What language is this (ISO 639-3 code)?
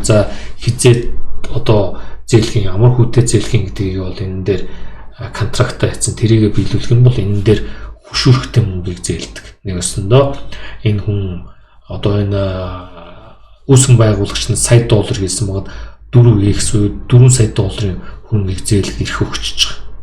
mon